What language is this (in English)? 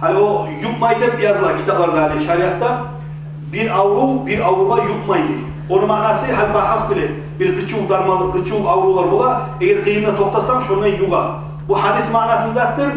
Kumyk